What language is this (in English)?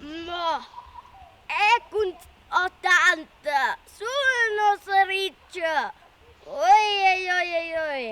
Romansh